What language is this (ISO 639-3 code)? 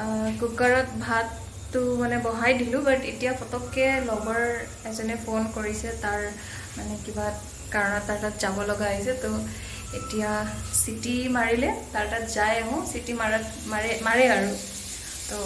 asm